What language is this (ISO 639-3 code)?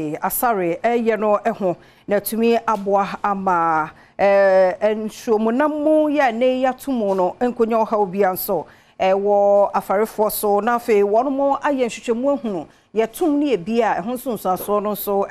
aka